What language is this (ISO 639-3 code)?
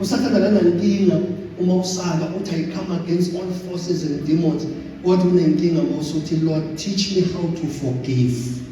zul